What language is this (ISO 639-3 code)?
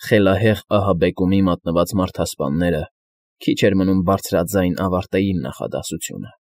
hye